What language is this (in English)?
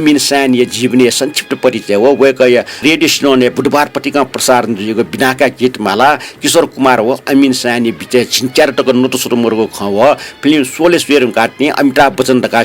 Newari